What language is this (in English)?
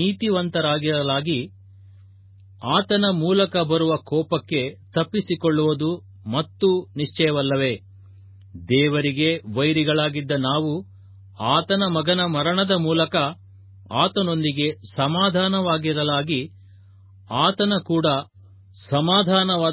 Kannada